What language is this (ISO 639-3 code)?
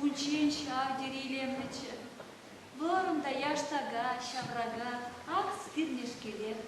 chv